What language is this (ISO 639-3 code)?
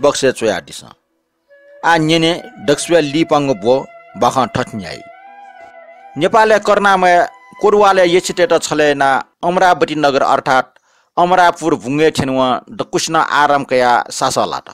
new